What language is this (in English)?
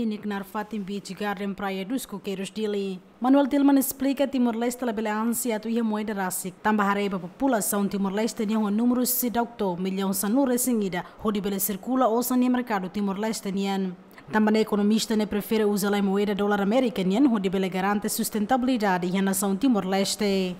Tetum